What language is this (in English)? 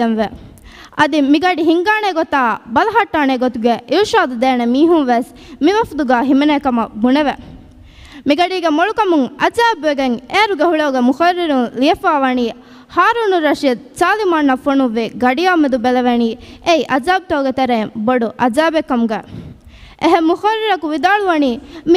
Divehi